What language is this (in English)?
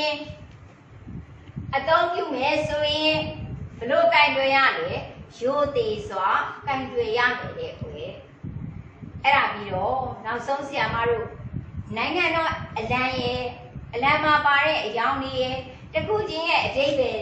Burmese